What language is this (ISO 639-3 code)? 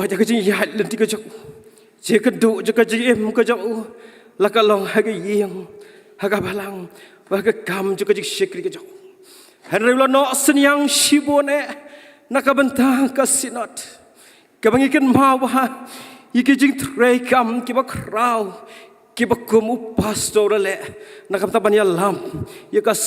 kha